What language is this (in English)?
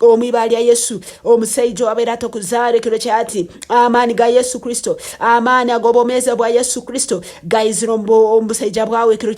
Nyankole